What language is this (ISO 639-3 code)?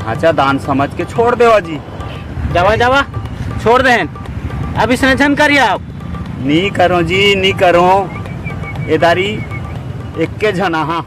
hne